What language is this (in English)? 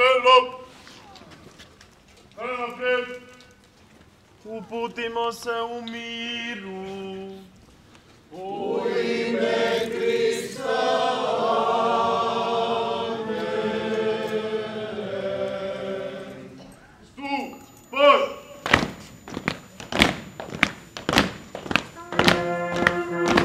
Croatian